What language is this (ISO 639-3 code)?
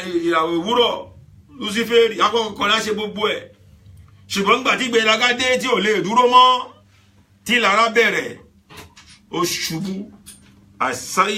yor